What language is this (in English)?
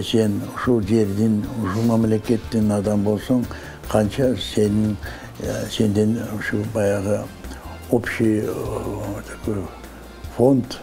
Kyrgyz